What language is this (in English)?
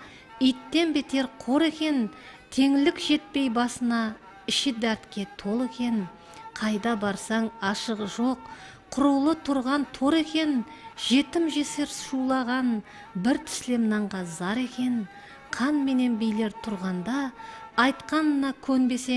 Kara-Kalpak